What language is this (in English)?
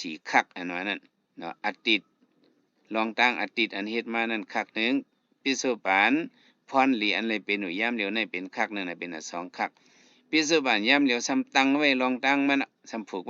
Shan